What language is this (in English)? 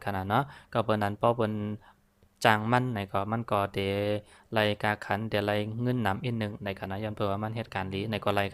Shan